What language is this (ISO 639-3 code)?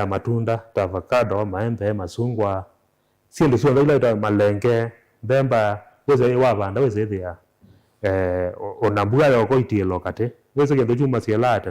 kam